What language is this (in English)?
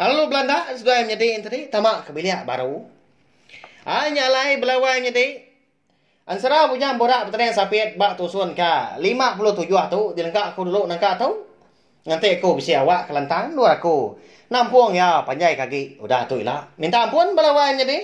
Iban